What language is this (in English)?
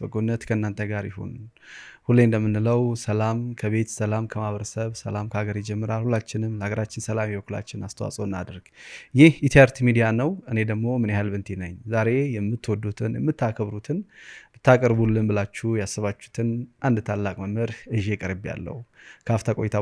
Amharic